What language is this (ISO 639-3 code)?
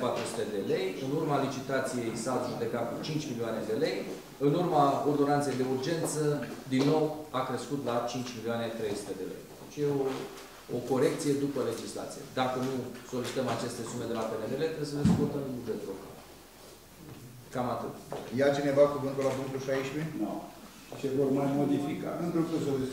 ron